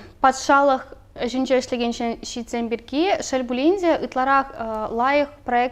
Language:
Chuvash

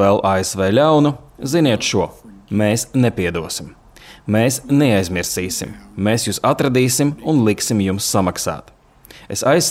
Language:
Latvian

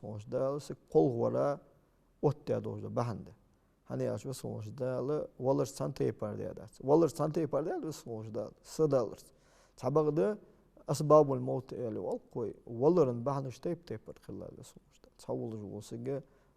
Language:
Ingush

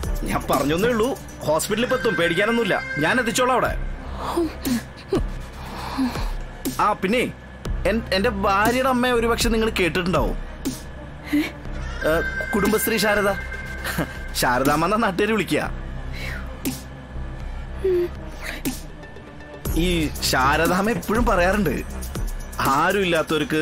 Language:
Malayalam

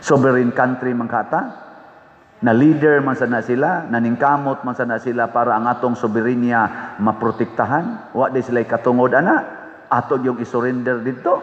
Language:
Cebuano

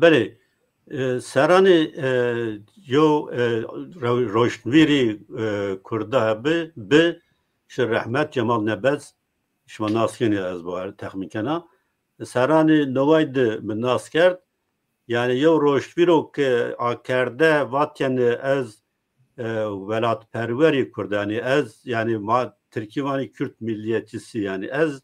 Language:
Zaza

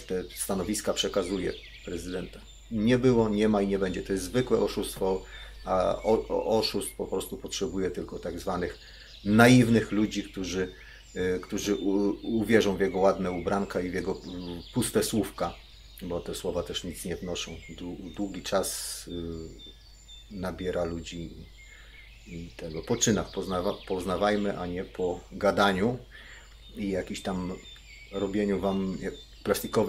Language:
Polish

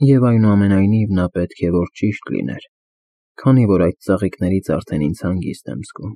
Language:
Armenian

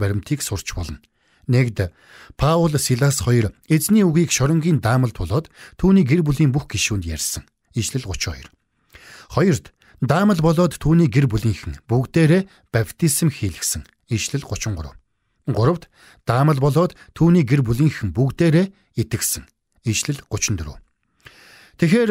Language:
Mongolian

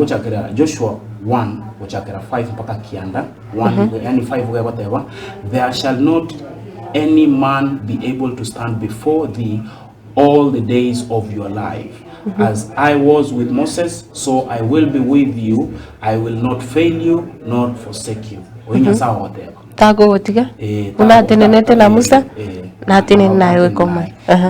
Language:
Gusii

